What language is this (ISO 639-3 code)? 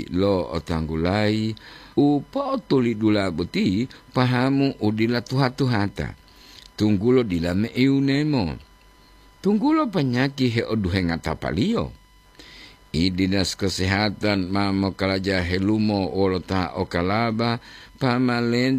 gor